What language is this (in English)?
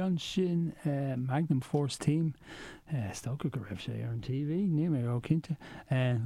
Irish